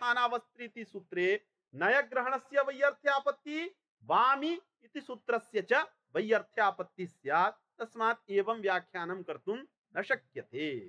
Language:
Sanskrit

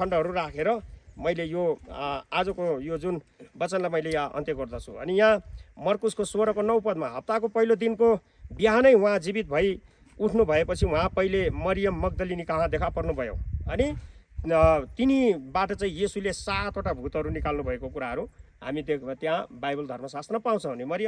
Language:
Nepali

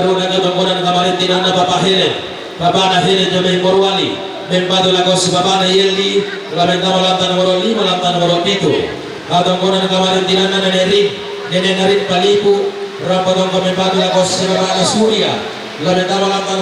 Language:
Toraja-Sa'dan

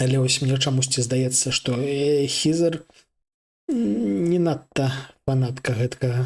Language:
Belarusian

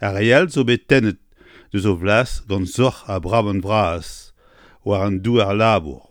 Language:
Breton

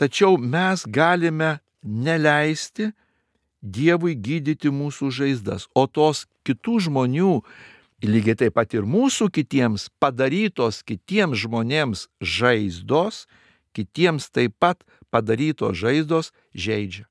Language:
Lithuanian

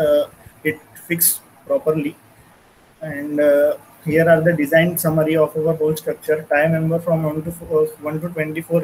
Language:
English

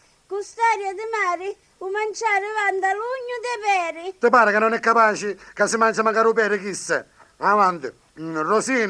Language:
Sicilian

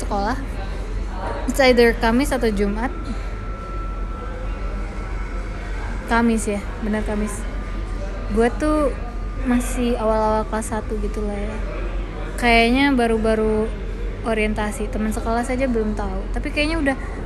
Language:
Indonesian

